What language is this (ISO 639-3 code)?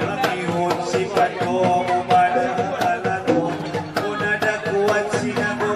akb